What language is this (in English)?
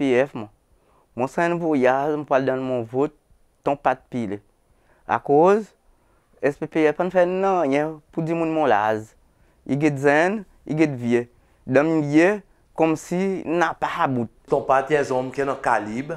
Seselwa Creole French